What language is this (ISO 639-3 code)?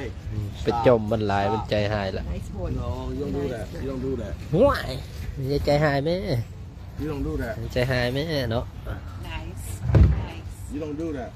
lao